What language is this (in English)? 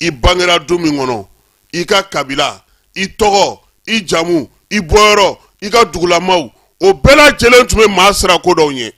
Bambara